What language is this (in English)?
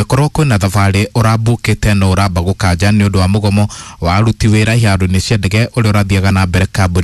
Kikuyu